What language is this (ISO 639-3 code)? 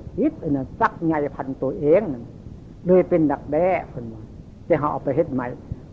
tts